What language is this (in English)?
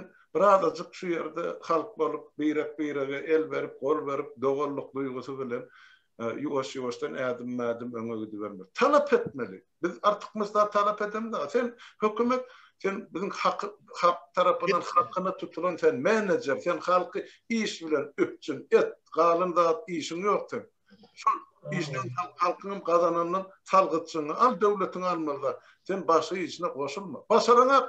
Turkmen